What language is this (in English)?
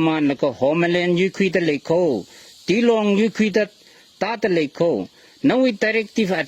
Tangkhul Naga (India)